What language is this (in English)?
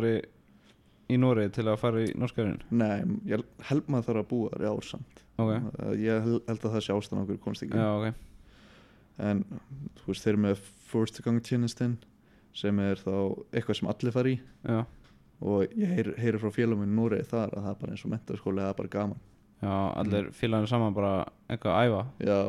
Icelandic